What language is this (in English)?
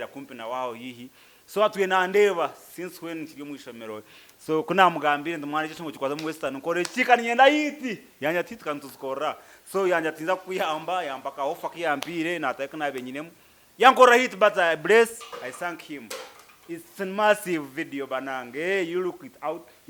Nyankole